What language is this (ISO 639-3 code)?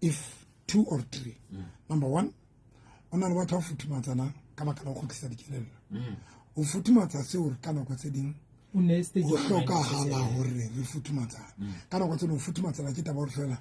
sot